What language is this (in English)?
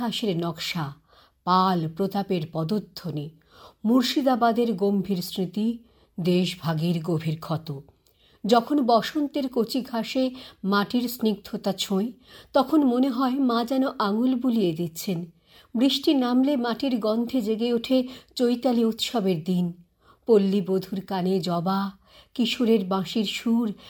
Bangla